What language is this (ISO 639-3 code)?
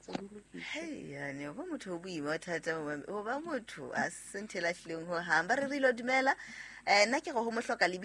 sot